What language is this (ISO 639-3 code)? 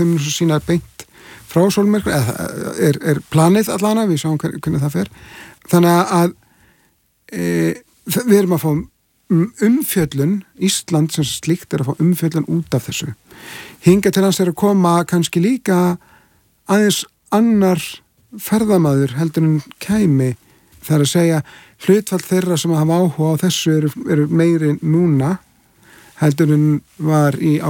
isl